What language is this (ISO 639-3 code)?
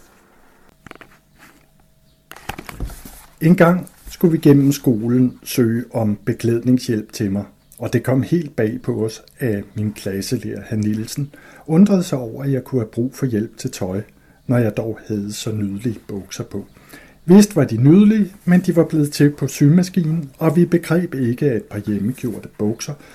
dan